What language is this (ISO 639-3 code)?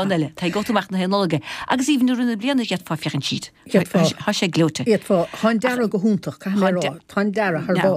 gle